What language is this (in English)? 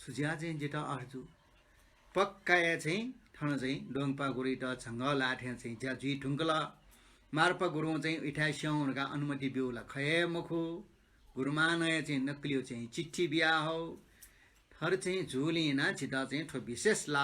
Newari